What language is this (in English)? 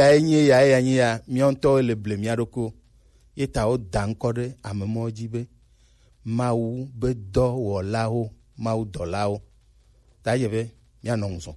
Gen